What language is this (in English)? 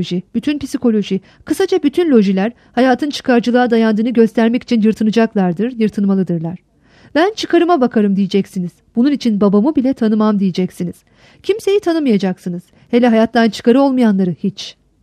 Turkish